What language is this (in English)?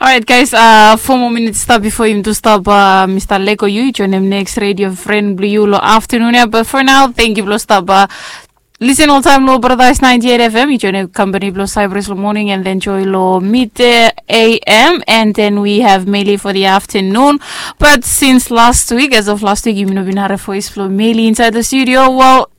Bislama